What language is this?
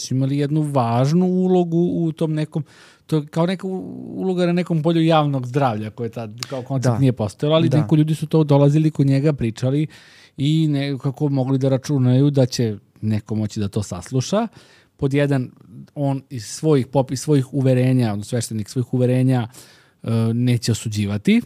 Serbian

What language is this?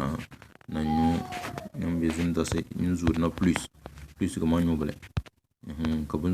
Tem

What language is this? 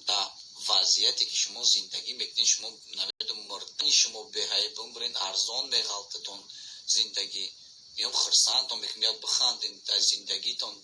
Tajik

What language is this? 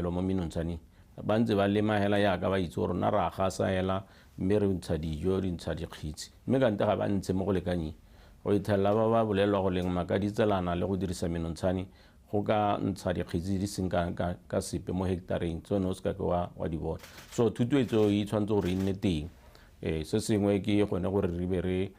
Tswana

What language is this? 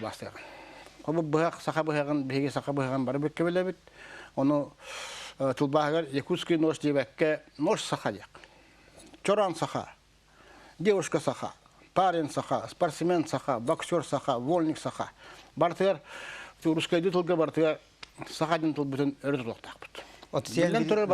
Yakut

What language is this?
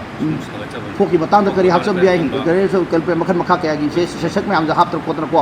Manipuri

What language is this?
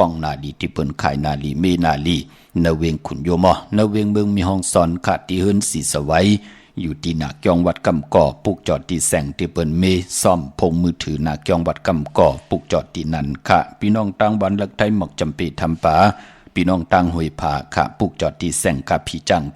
Shan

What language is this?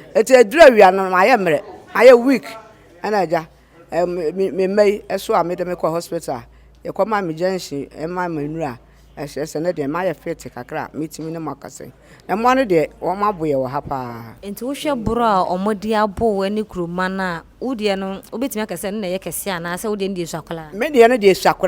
Akan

